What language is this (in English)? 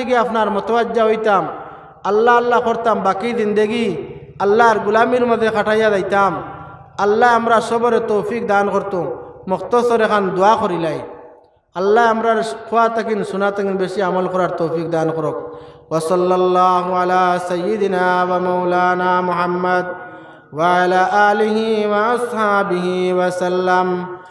Sylheti